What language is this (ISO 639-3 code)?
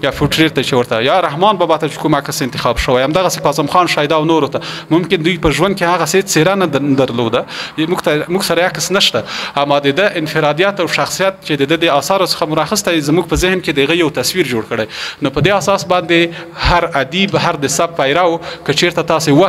pus